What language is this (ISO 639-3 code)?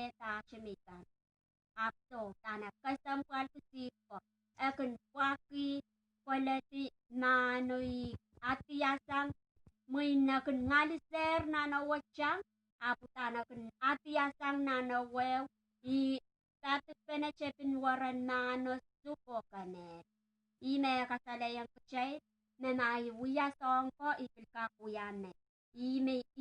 pon